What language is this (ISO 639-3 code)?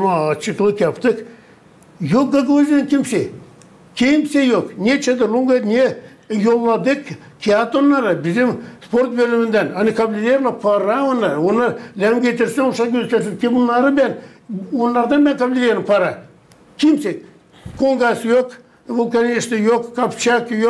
gag